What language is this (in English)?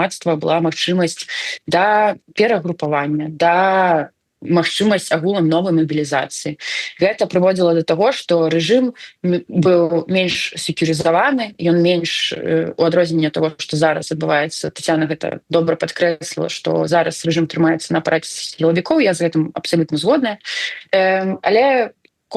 Belarusian